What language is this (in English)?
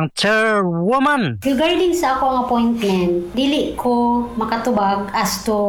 Cebuano